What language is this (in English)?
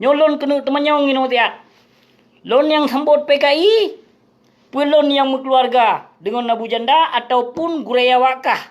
Achinese